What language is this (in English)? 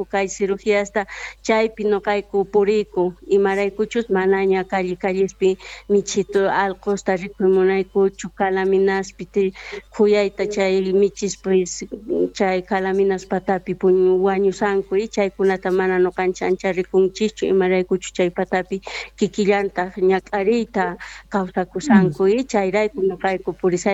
Quechua